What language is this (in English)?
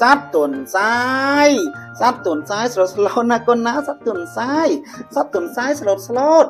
Khmer